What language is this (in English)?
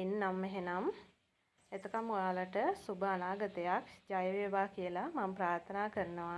Sinhala